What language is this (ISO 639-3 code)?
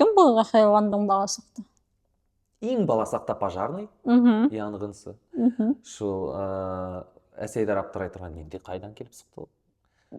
bak